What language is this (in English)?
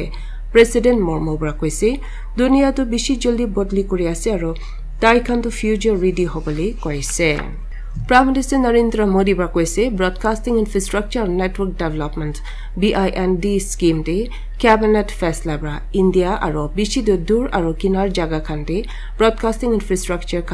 Naga Pidgin